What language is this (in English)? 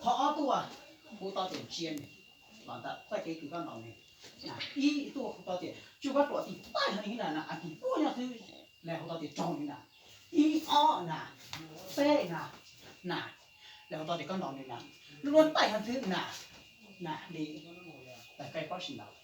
Hmong